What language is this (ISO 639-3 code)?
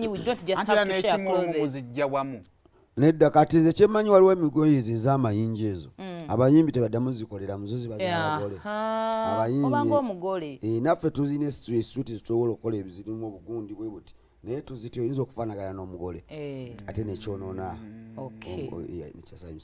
lug